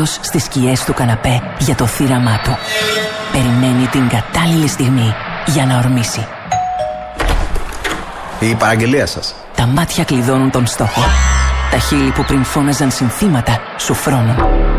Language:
Greek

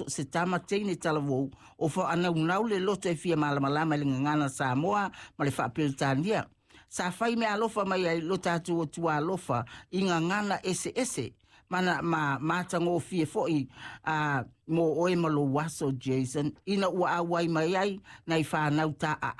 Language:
Samoan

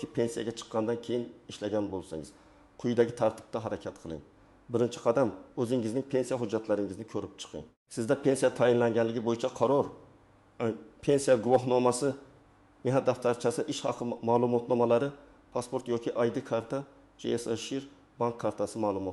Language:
Uzbek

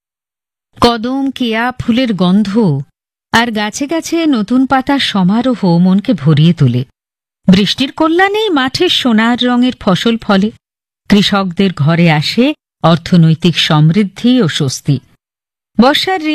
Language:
Bangla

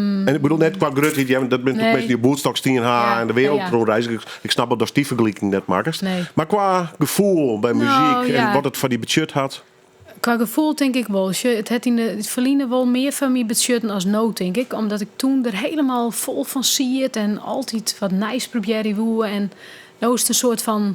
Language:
Western Frisian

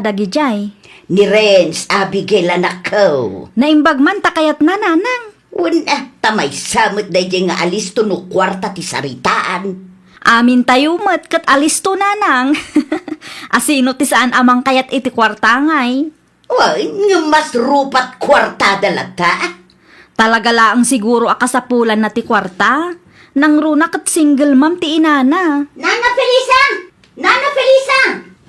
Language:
Iloko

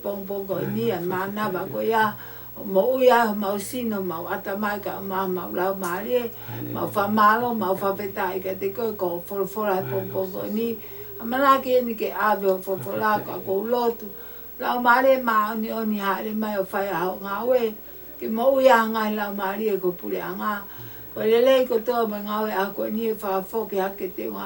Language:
Tongan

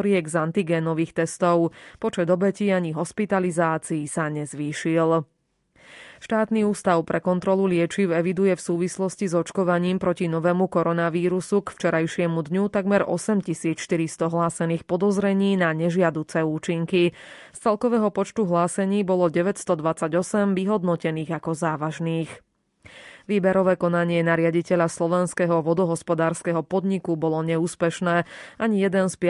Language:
Slovak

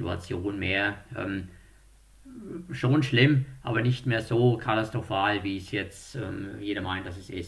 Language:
German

